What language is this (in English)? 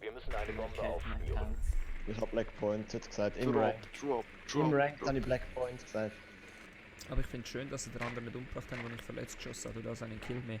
Swiss German